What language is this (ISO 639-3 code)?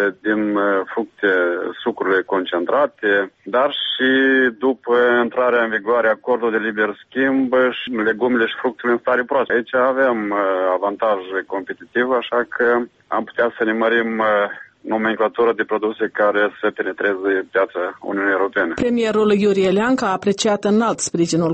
ron